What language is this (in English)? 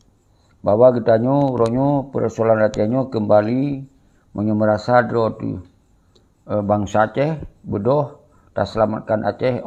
Achinese